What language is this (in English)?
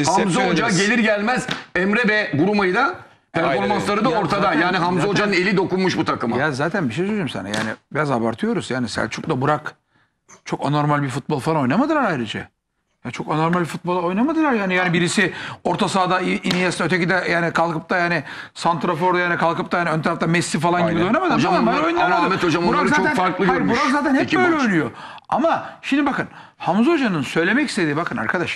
Turkish